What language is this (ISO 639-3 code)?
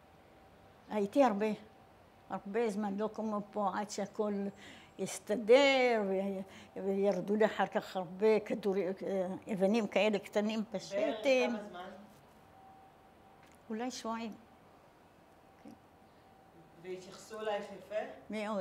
heb